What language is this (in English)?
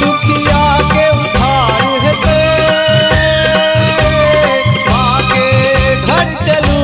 Maithili